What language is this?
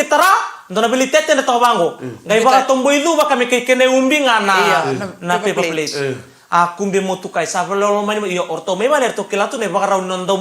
Fijian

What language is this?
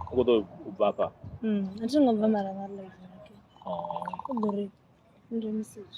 Venda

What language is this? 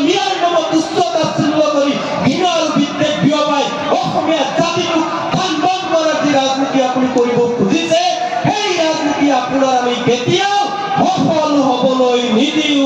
Assamese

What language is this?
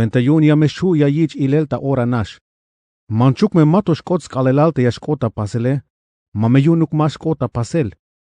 Tzeltal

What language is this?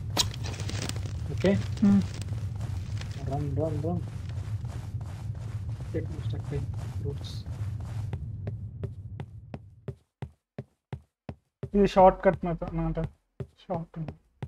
Telugu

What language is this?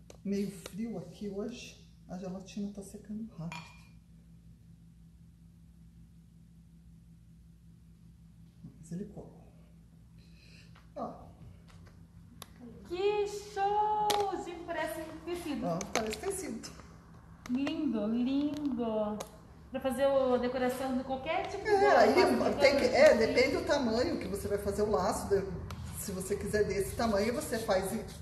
Portuguese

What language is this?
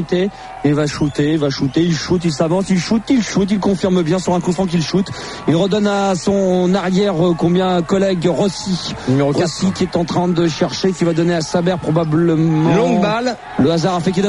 French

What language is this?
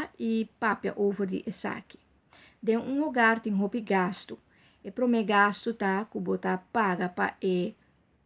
Papiamento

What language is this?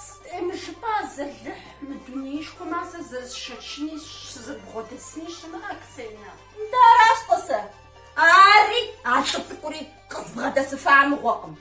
Kabardian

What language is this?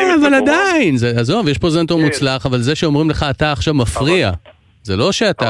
Hebrew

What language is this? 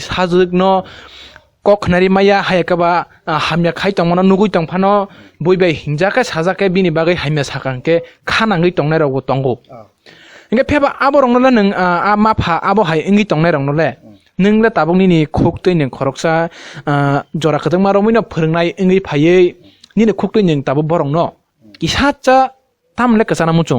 Kok Borok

